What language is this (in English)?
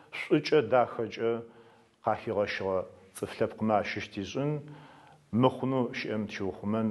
Adyghe